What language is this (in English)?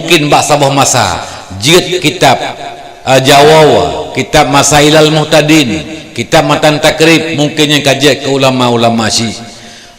Achinese